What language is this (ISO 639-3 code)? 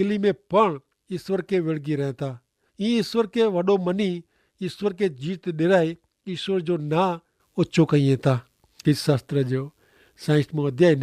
kfr